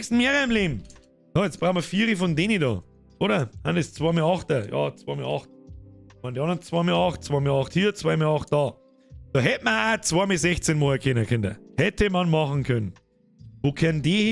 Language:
Bavarian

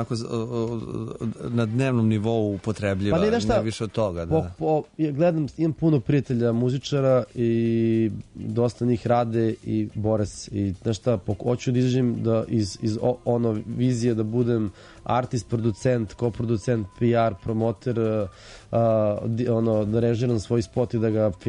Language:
Serbian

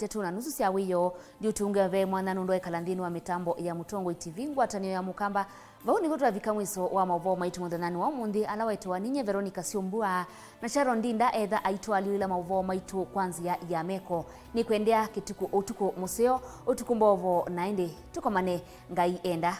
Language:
Kamba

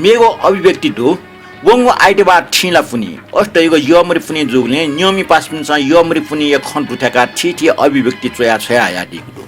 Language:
Newari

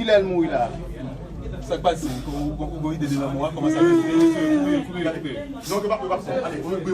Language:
Haitian Creole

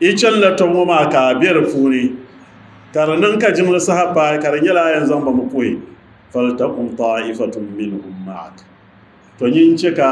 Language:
Dagbani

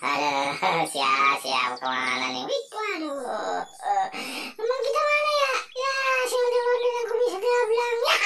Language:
Betawi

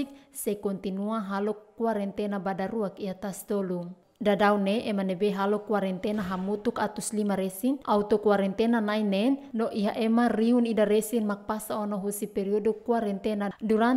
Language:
Tetum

